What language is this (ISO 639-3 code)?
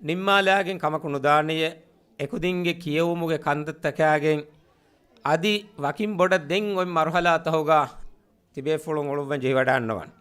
div